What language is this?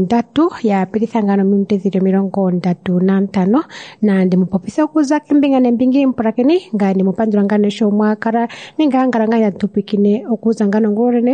Kuanyama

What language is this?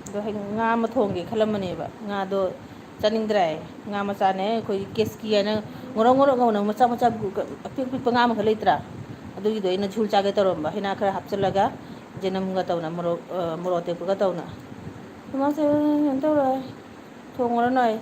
Manipuri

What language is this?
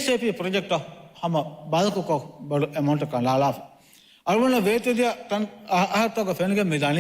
Divehi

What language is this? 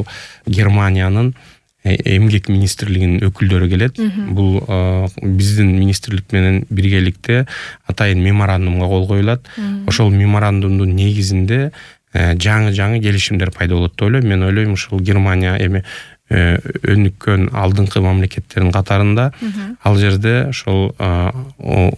Kyrgyz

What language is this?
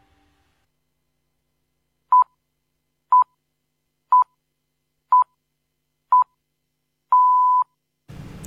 Bulgarian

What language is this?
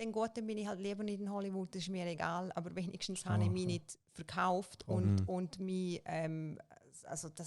Swiss German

